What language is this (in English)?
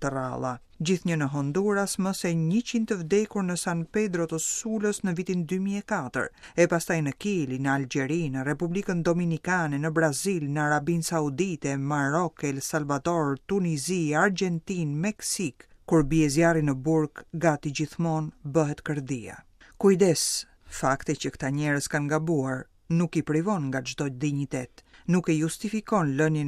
Albanian